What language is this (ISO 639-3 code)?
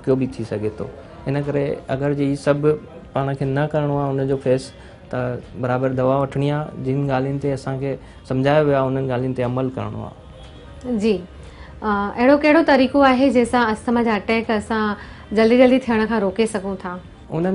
snd